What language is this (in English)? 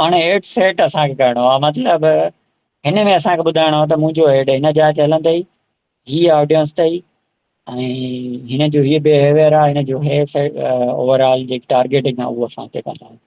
Sindhi